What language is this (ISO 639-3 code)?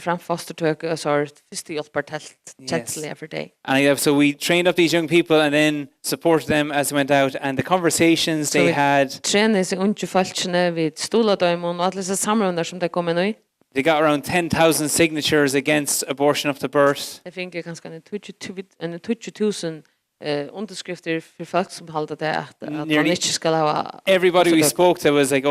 fao